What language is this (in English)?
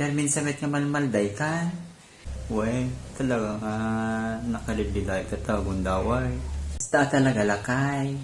Iloko